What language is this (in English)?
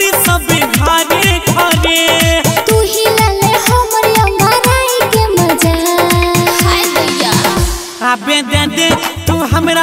Bhojpuri